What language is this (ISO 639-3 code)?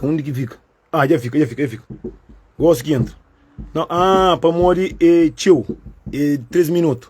kea